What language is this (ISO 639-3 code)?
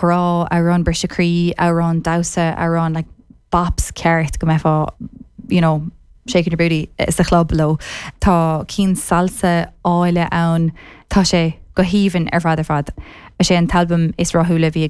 gle